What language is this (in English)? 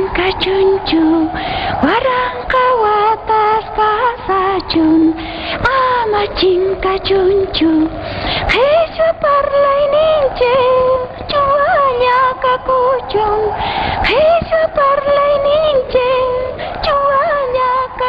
South Bolivian Quechua